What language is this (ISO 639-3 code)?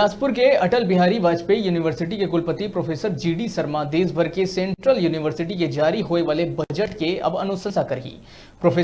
hne